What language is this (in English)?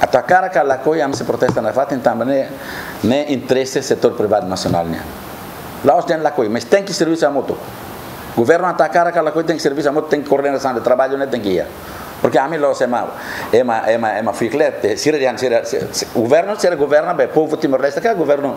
Tetum